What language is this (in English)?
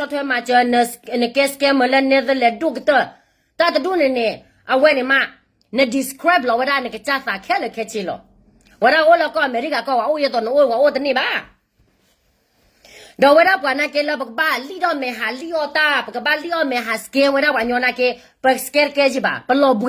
S'gaw Karen